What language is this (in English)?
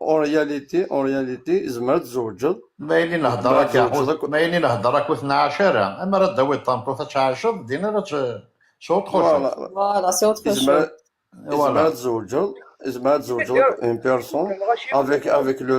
Kabyle